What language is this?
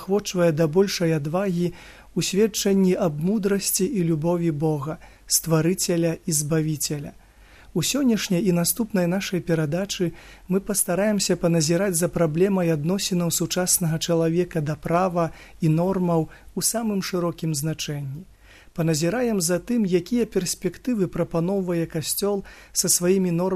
Belarusian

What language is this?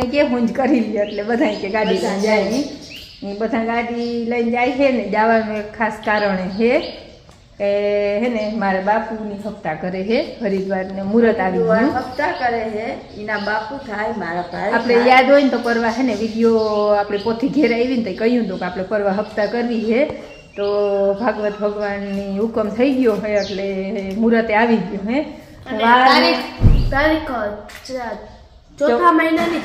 Gujarati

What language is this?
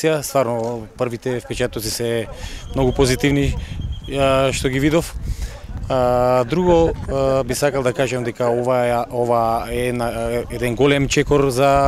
Macedonian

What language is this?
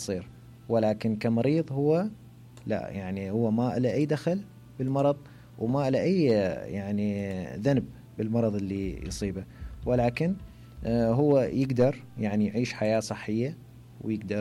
Mesopotamian Arabic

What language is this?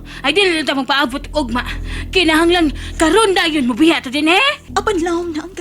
Cebuano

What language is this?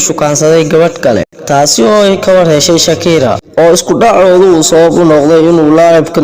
Somali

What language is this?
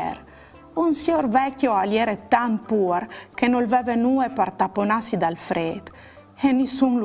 Friulian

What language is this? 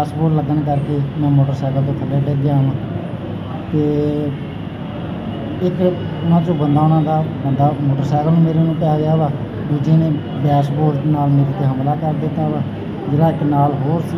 Punjabi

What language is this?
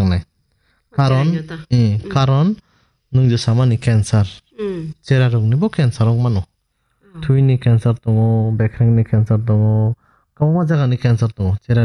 Kok Borok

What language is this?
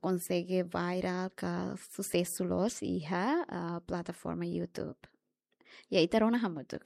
Tetum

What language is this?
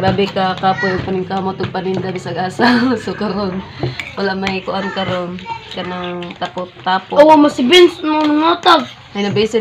Cebuano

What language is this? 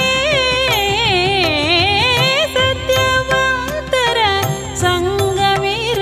Kannada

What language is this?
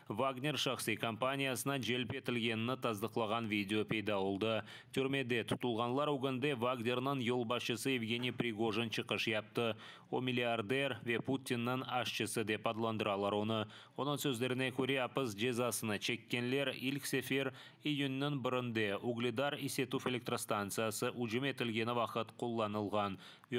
Crimean Tatar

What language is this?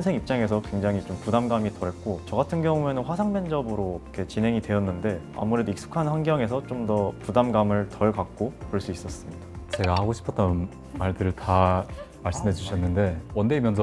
Korean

